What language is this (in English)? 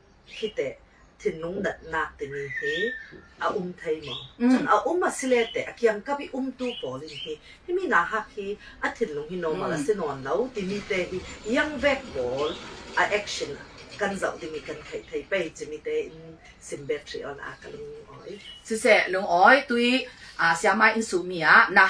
Falam Chin